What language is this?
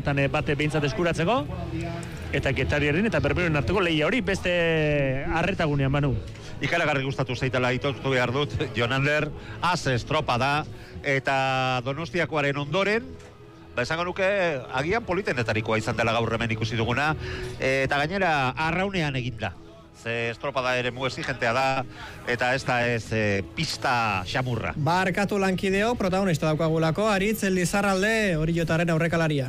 Basque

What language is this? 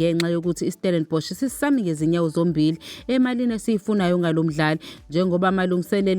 Zulu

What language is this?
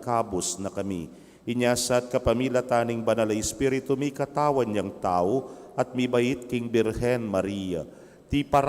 Pampanga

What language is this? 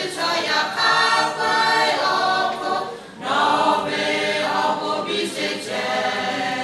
Lahu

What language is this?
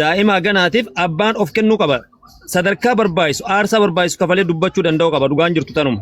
Oromo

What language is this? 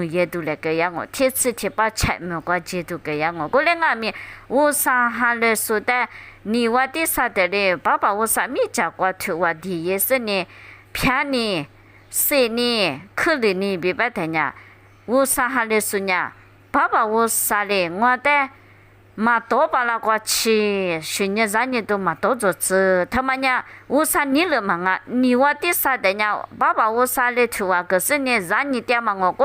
Lisu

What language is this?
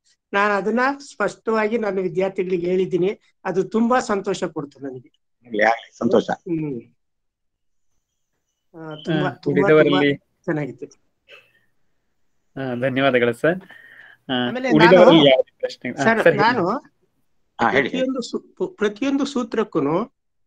Kannada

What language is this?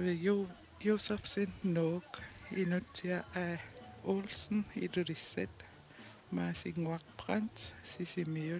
Kalaallisut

